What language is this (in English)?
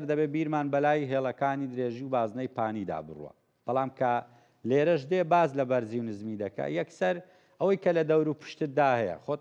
Central Kurdish